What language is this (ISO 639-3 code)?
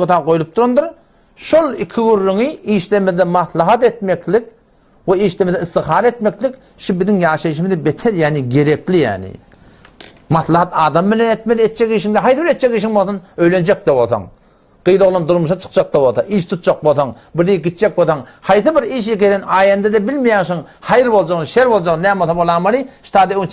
tuk